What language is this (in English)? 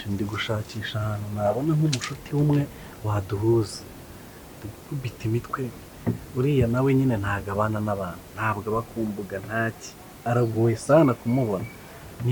Kinyarwanda